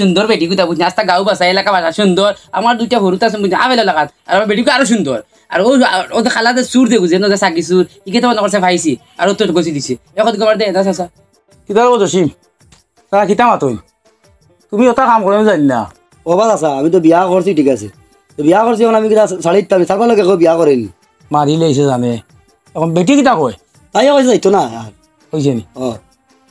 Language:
Sylheti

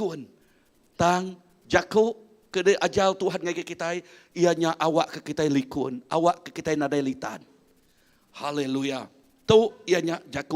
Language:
Iban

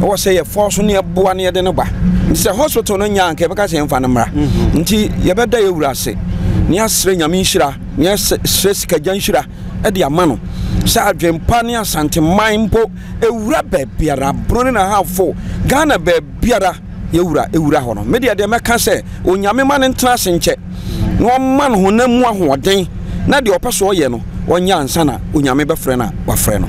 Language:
Akan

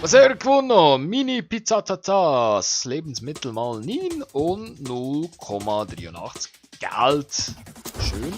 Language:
Swiss German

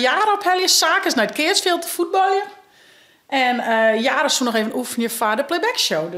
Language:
Western Frisian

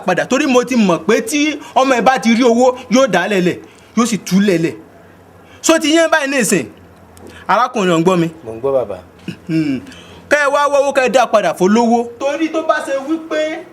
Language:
Yoruba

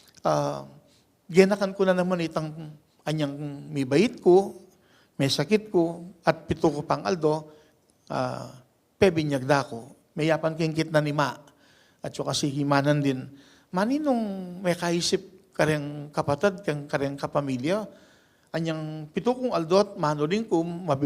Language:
Pampanga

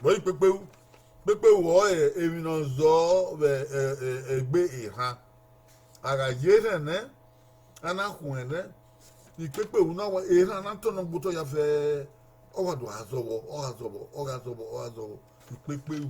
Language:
Bini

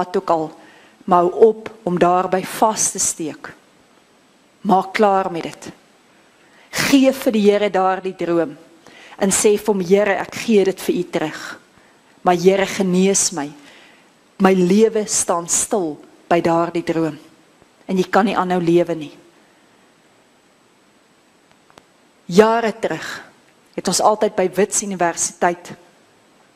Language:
Afrikaans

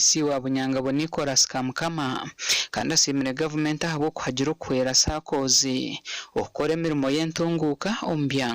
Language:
Nyankole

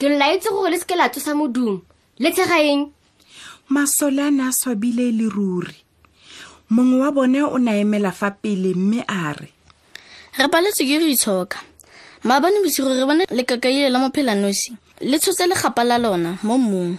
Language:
Tswana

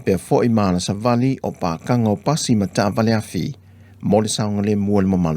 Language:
Samoan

